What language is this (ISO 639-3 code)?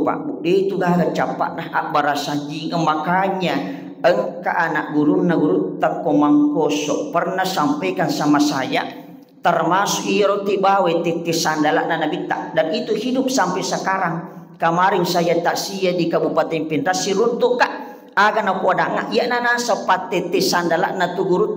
bug